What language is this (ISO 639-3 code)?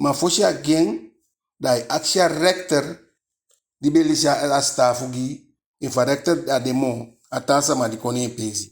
djk